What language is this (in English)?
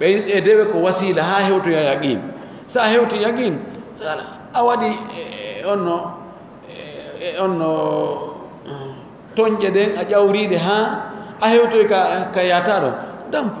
Pular